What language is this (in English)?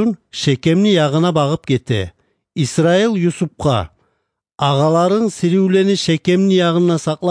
Kumyk